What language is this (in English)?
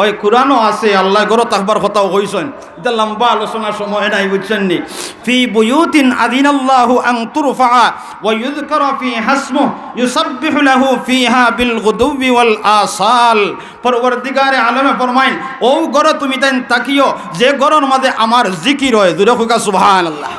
Sylheti